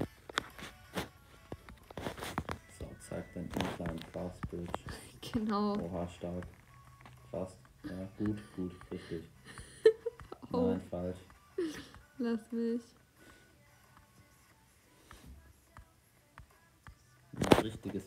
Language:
German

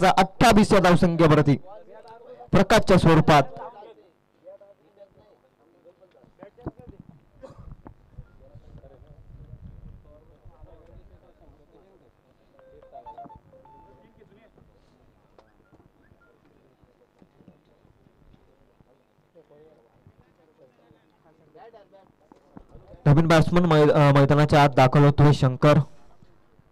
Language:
Marathi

